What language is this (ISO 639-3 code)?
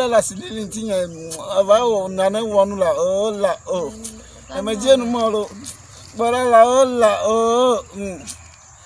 ewe